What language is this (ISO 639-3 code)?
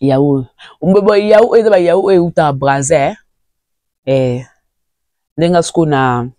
lin